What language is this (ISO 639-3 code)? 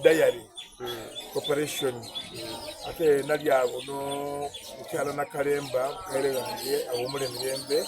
xog